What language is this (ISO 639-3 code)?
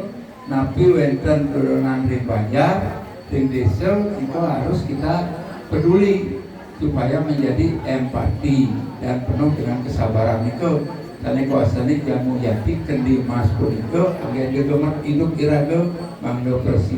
ban